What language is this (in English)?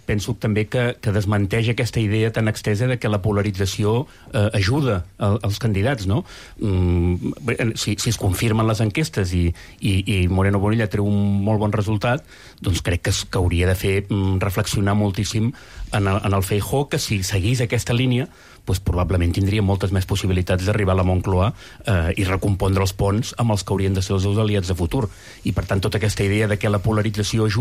Catalan